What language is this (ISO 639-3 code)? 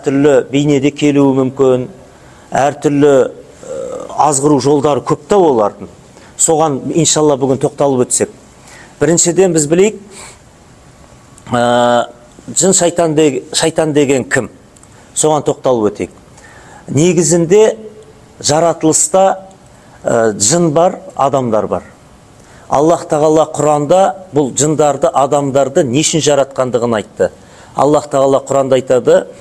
kaz